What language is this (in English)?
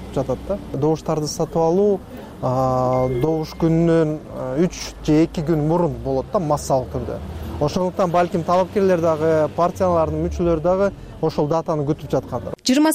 Kyrgyz